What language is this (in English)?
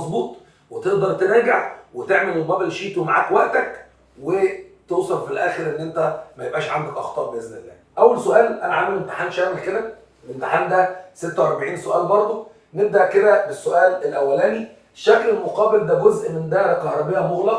Egyptian Arabic